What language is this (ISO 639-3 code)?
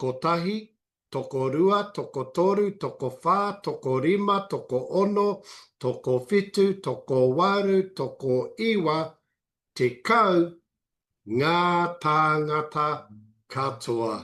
mri